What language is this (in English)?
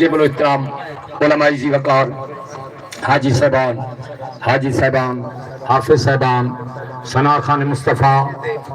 Saraiki